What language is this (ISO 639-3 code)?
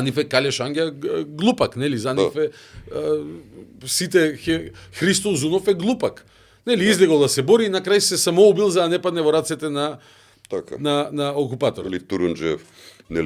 mkd